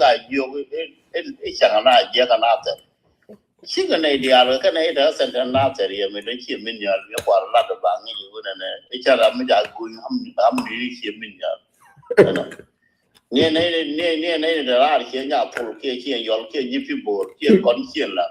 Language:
Nuer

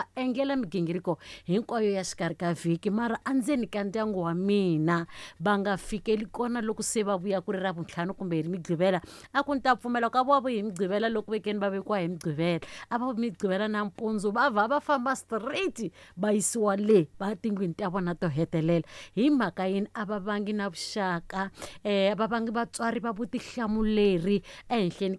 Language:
Tsonga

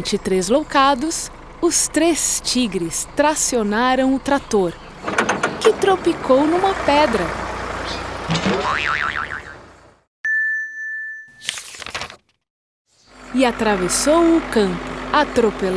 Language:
Portuguese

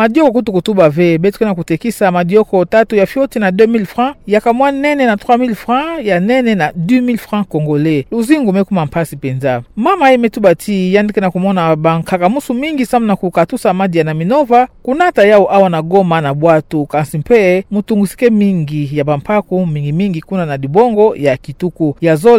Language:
Kituba (Democratic Republic of Congo)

